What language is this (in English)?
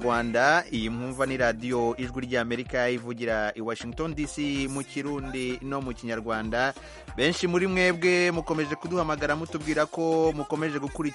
Kinyarwanda